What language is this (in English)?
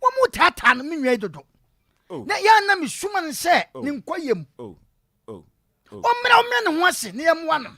Akan